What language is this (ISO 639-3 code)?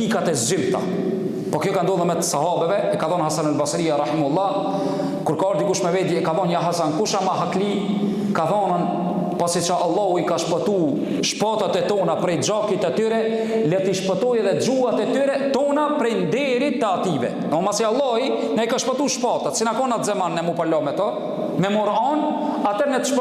sqi